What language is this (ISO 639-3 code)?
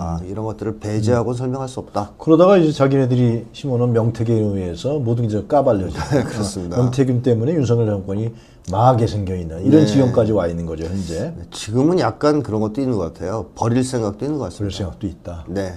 kor